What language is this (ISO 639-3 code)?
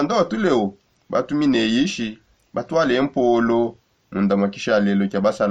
sop